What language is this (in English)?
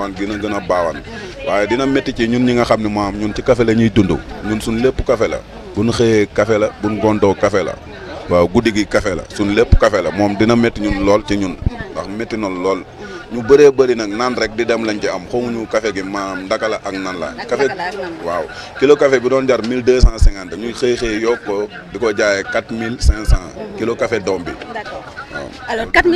Wolof